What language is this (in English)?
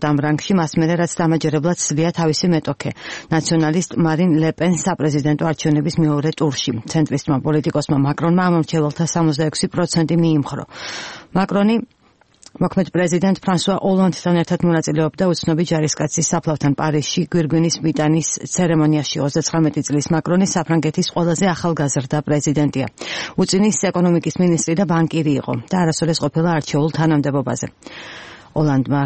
Georgian